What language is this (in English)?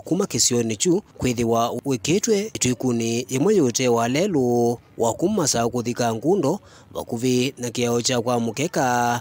Kamba